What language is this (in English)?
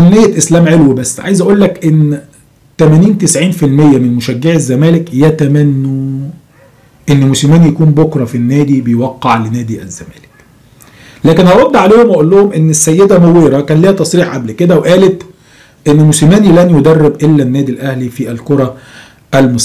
Egyptian Arabic